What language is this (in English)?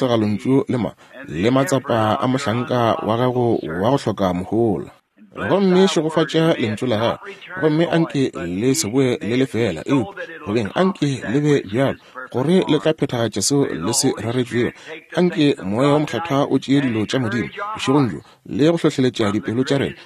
Northern Sotho